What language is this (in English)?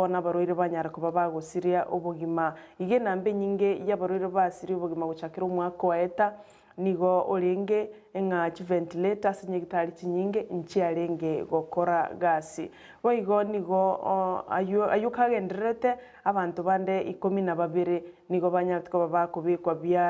Gusii